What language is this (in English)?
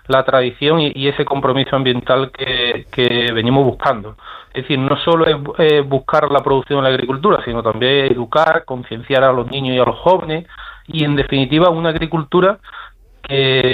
Spanish